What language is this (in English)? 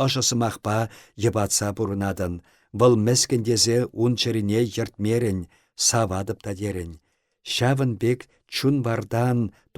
Chuvash